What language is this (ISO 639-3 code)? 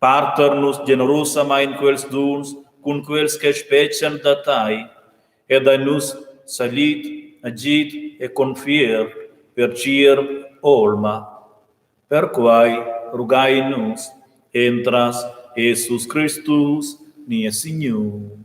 roh